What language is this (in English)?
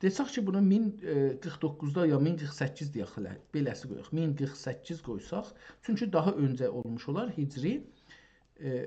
South Azerbaijani